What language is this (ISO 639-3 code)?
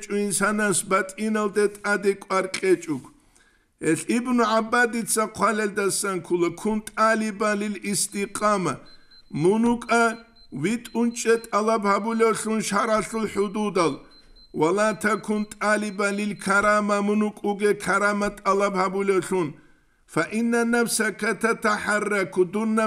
ava